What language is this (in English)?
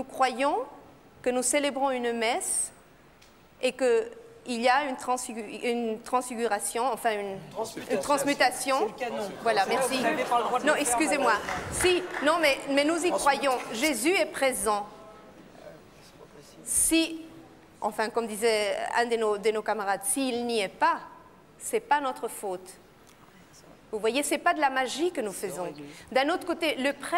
French